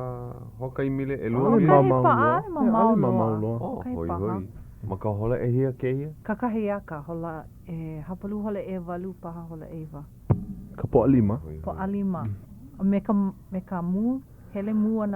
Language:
Hawaiian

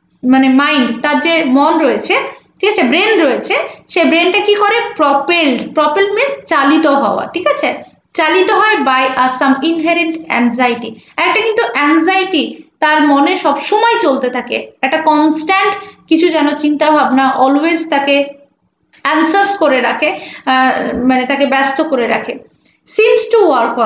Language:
Bangla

